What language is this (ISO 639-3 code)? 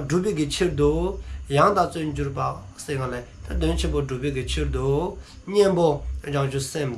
dzo